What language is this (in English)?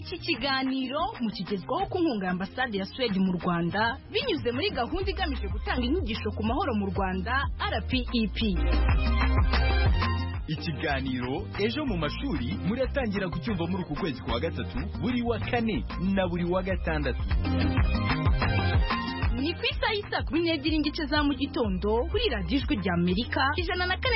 Kinyarwanda